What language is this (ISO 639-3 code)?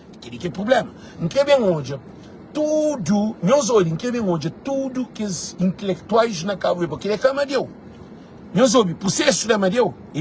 kea